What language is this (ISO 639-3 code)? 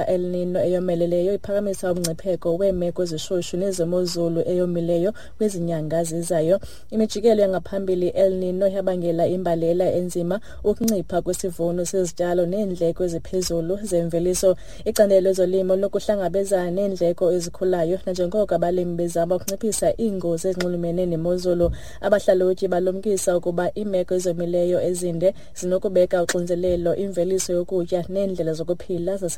xho